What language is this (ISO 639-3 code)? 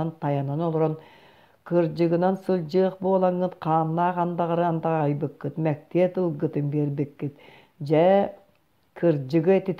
sah